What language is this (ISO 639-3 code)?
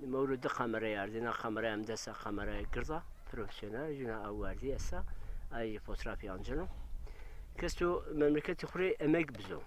zza